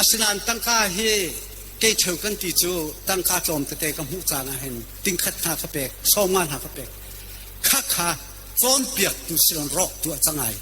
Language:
Hakha Chin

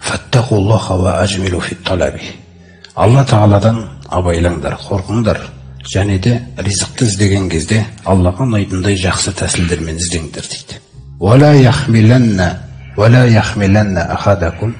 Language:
Kazakh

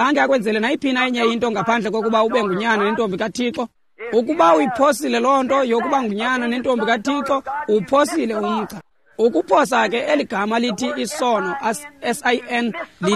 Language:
Xhosa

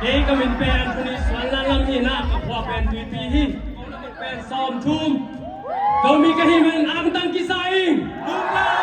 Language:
Tedim Chin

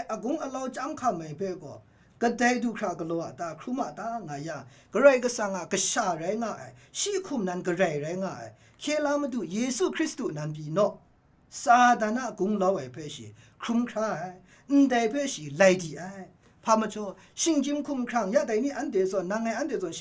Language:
Kachin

